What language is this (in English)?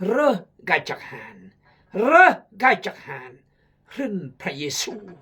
Khmu